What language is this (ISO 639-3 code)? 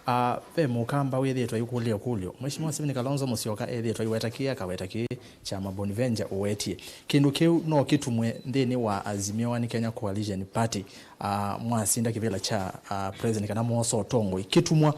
kam